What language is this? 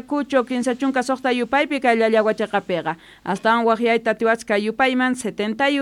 South Bolivian Quechua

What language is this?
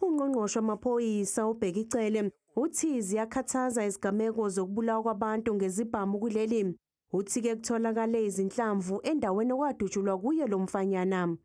Zulu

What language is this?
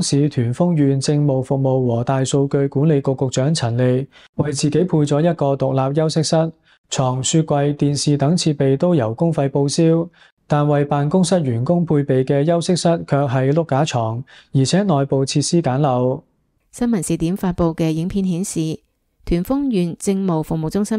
Cantonese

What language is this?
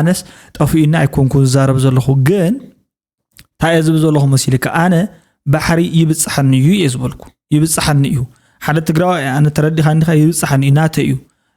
Tigrinya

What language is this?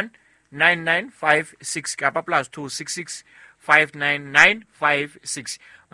Southern Sotho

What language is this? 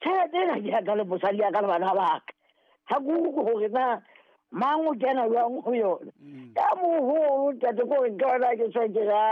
Southern Sotho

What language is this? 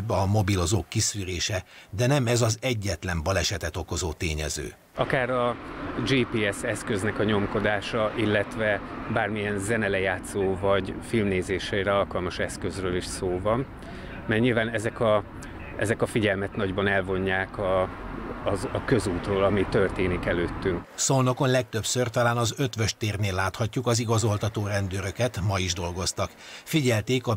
Hungarian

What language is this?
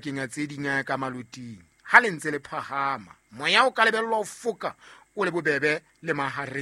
Southern Sotho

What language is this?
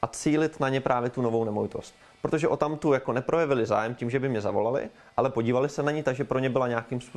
Czech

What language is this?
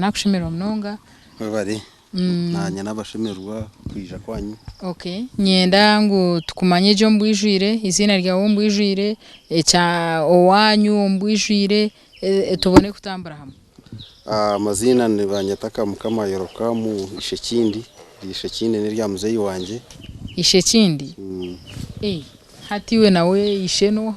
Nyankole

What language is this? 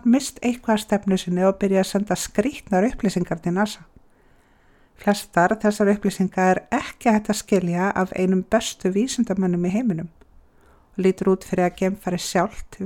Icelandic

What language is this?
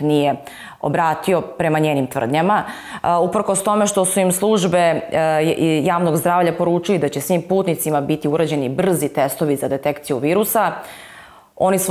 Serbian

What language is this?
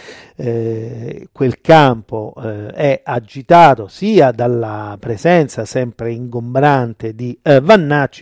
Italian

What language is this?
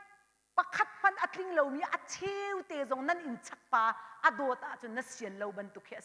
Hakha Chin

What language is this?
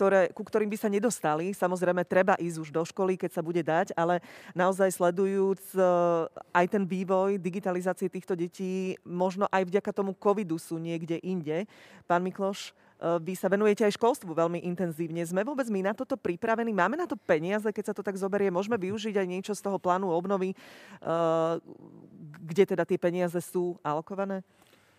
Slovak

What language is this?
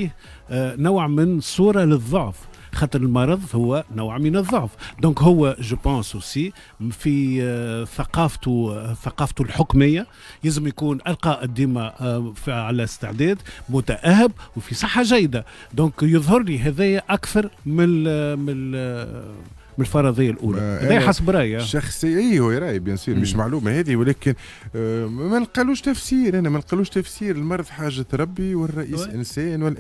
Tunisian Arabic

